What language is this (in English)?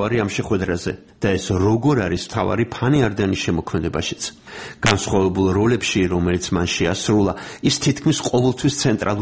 Georgian